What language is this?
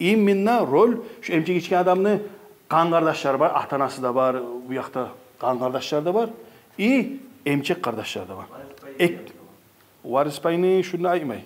Kumyk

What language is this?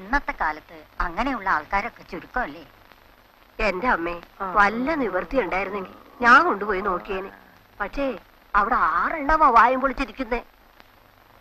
Malayalam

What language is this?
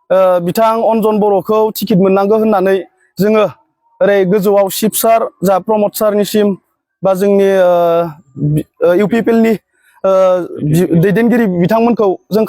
Bodo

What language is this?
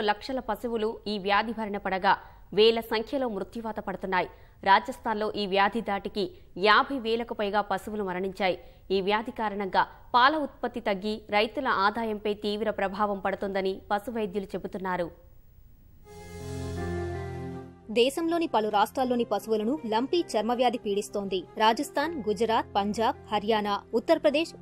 Telugu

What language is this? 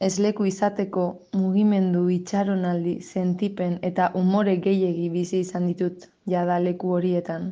Basque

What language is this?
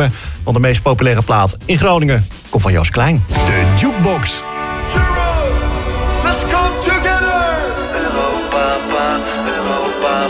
Dutch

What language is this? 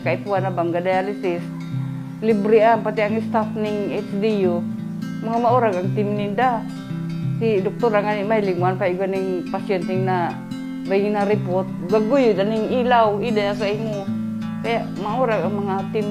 Bikol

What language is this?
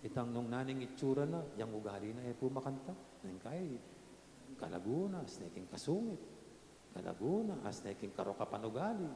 Pampanga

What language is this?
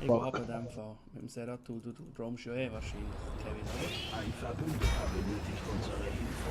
Swiss German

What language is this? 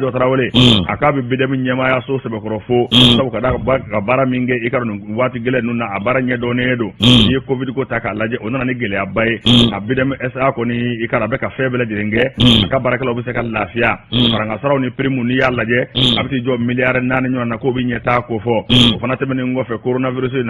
Bambara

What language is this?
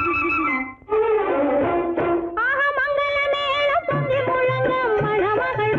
Tamil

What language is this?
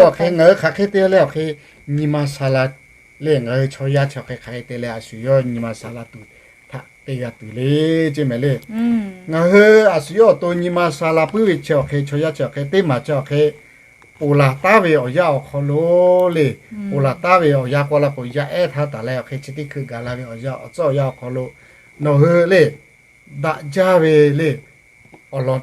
Lahu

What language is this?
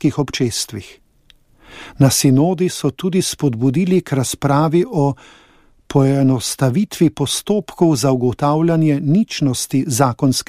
Slovenian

